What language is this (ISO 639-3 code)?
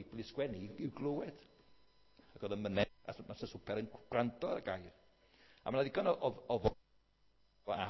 cym